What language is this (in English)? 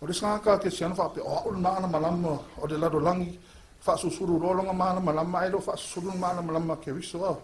Samoan